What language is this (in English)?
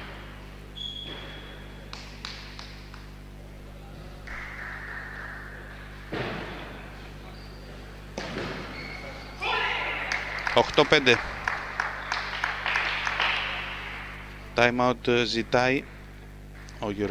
Greek